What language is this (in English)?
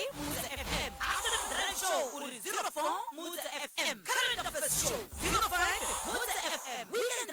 Northern Sotho